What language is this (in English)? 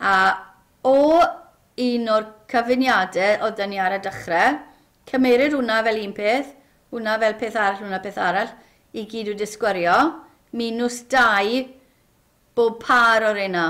Welsh